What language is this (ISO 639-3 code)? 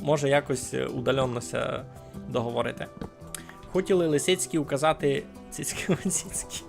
rue